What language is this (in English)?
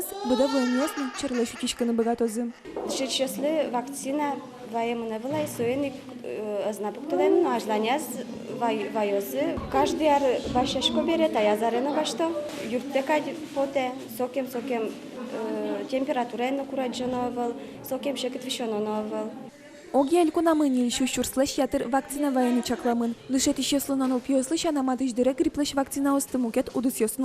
Udmurt